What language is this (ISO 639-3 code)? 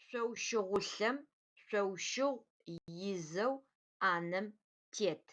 ady